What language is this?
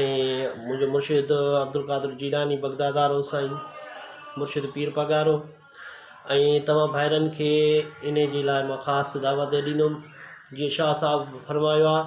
Sindhi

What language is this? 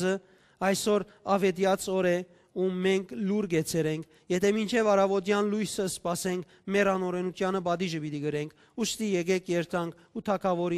Western Armenian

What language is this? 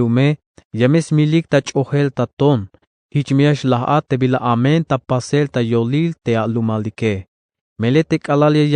Tzeltal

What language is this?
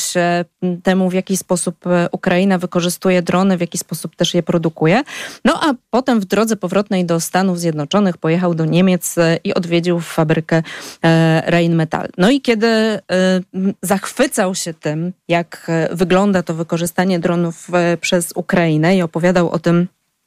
Polish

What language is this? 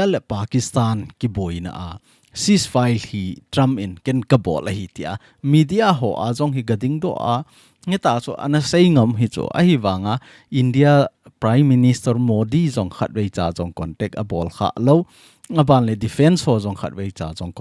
Thado Chin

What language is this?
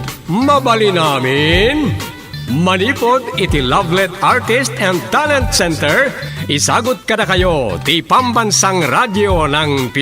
Iloko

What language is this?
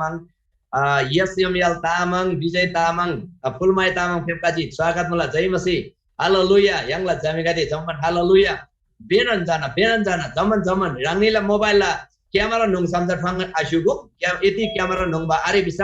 Eastern Tamang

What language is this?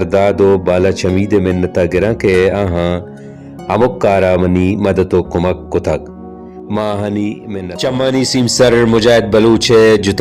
Baluchi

